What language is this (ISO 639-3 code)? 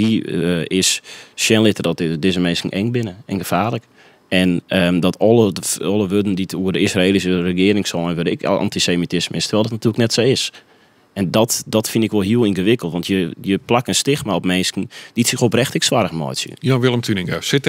fry